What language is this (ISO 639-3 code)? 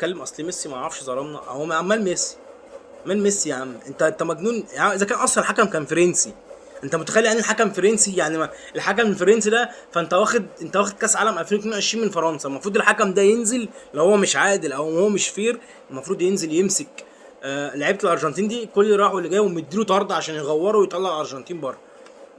arz